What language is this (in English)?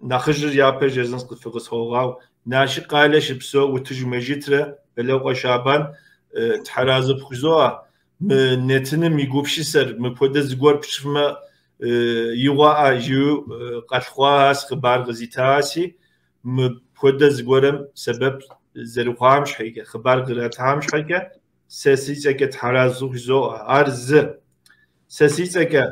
Kabardian